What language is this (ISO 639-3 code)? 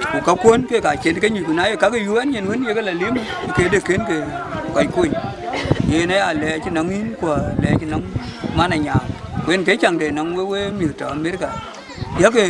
din